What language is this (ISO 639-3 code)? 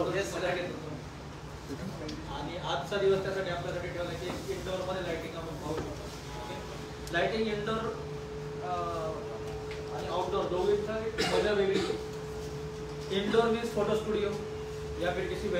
mar